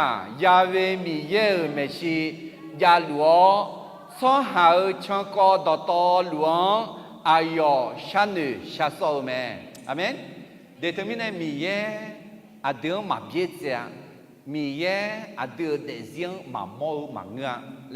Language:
Akha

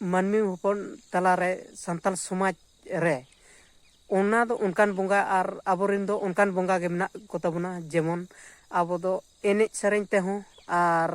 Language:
Santali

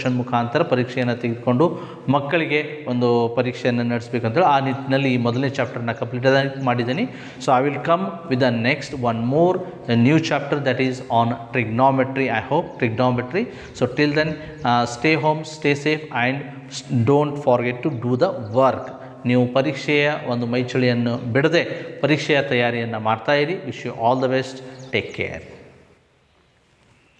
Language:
Kannada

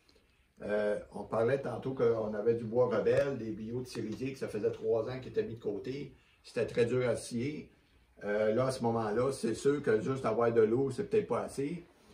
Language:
French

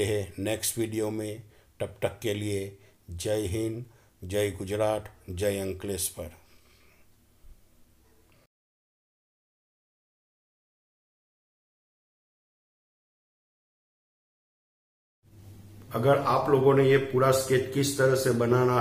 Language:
Hindi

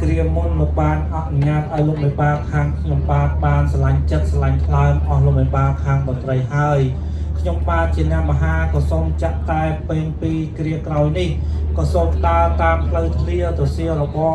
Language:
Khmer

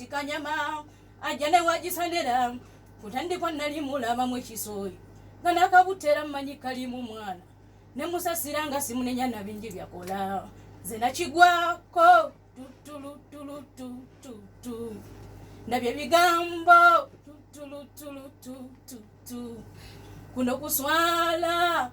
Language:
Ganda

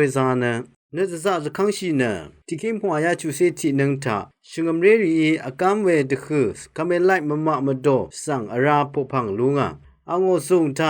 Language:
Rawang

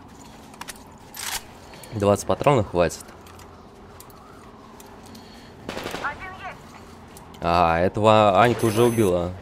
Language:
Russian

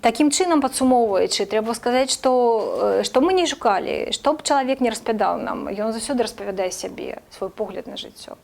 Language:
Belarusian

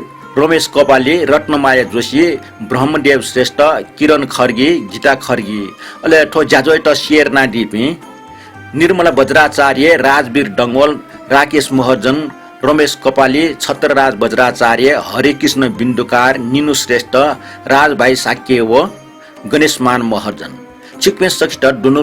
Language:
Newari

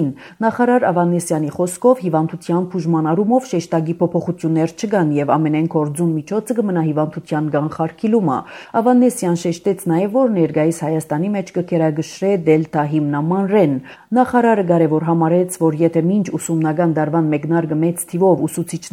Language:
Armenian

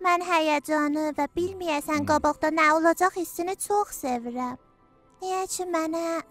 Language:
South Azerbaijani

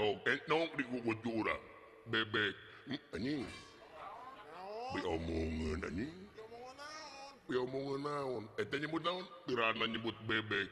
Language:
Sundanese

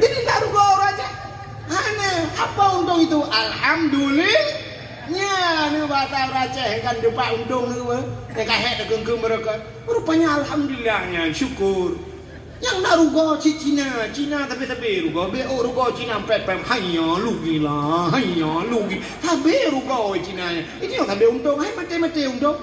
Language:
Achinese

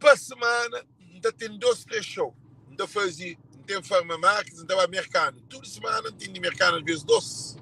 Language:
Kabuverdianu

